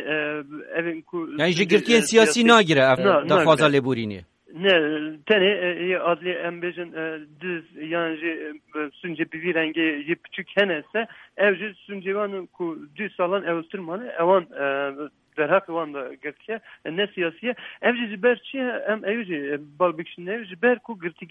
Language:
Kurdish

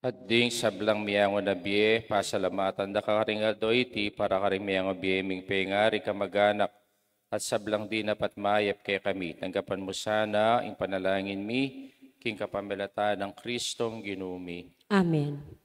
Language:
Pampanga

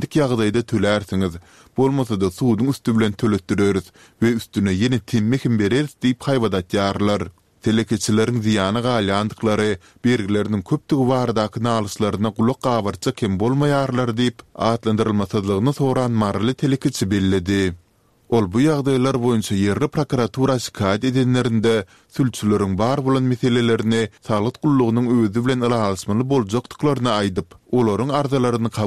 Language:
Turkmen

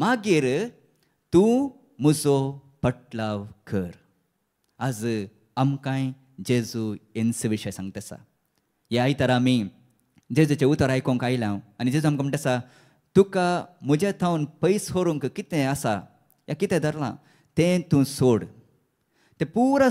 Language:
Konkani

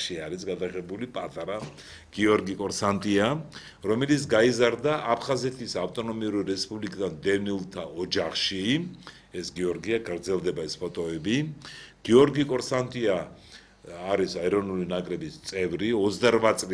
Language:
Georgian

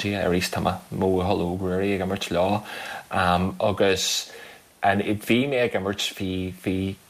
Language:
Irish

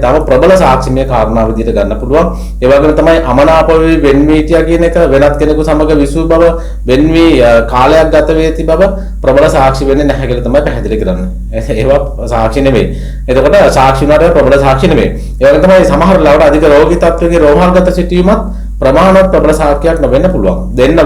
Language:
Sinhala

